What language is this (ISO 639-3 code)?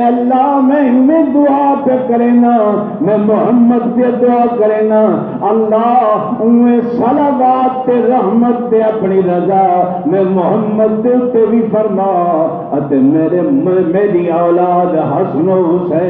skr